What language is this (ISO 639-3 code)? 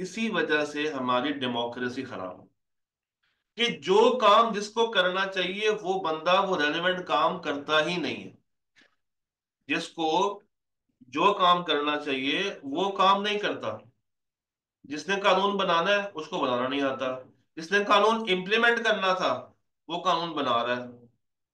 hin